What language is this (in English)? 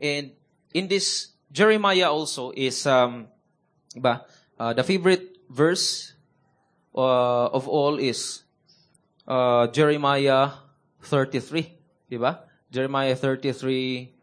Cebuano